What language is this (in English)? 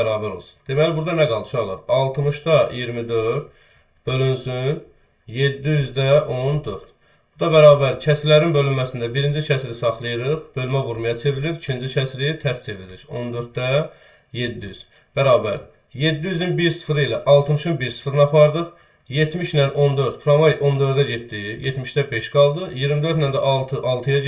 Azerbaijani